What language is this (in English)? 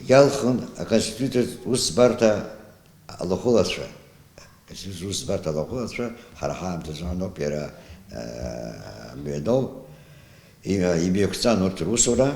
Abkhazian